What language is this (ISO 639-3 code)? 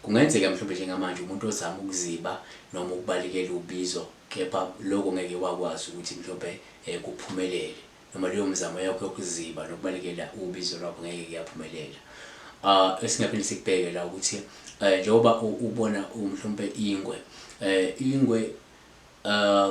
zul